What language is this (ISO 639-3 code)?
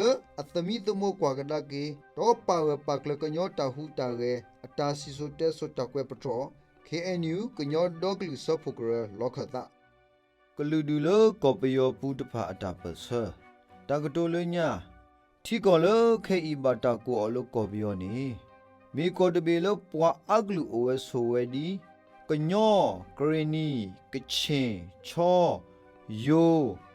ksw